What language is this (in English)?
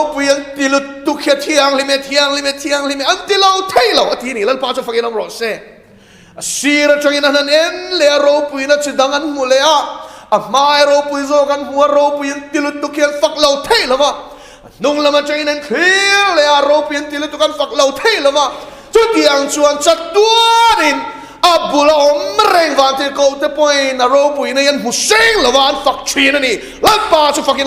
Mizo